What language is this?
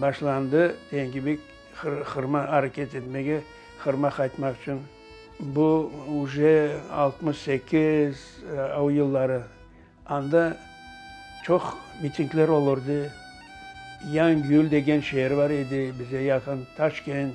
Crimean Tatar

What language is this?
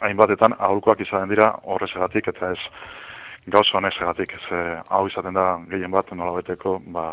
Basque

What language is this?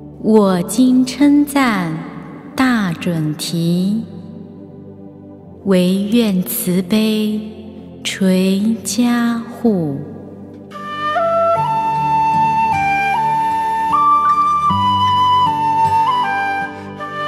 Chinese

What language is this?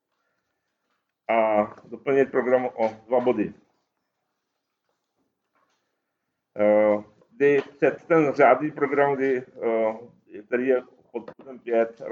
Czech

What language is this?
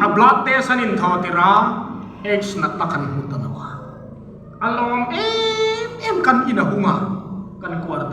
Hmar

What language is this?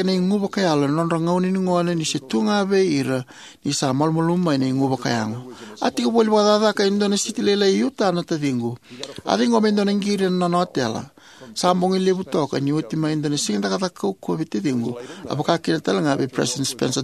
Fijian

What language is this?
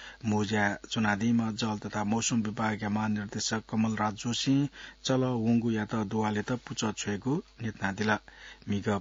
Newari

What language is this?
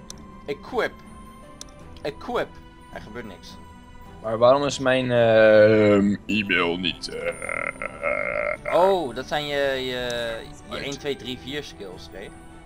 Dutch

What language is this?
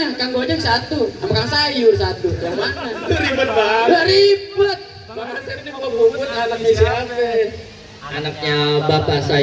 Betawi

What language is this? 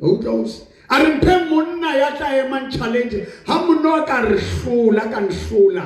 Southern Sotho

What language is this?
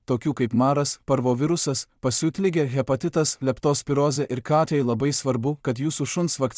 Lithuanian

